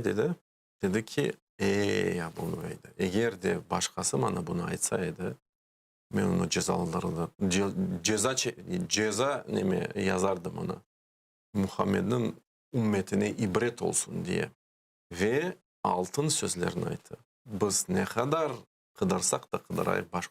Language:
Crimean Tatar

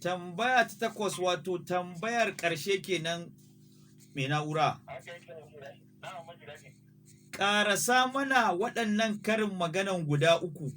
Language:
Hausa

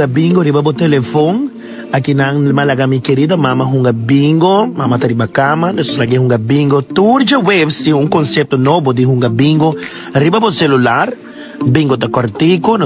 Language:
Papiamento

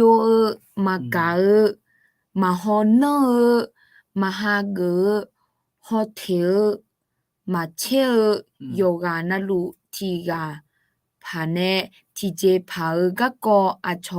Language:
Akha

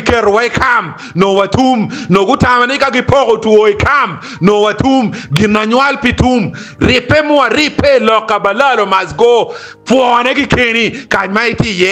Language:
Acoli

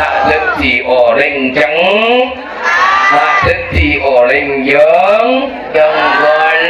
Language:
Madurese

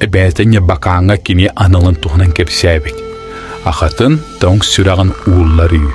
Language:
Yakut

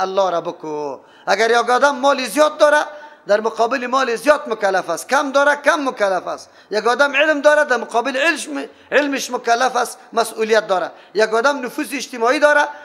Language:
Persian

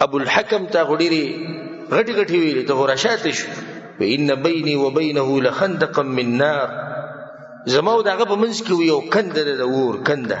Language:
Pashto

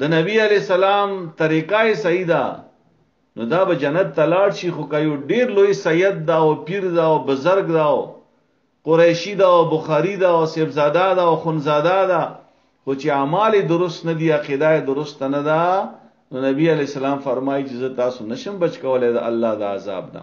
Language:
Pashto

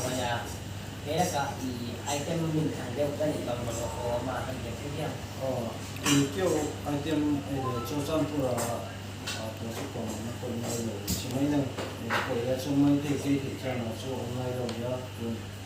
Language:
Paite Chin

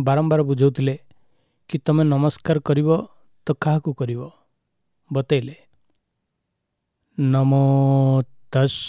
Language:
Odia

